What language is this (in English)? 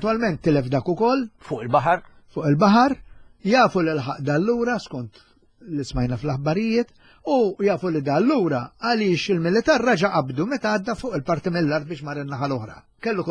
Maltese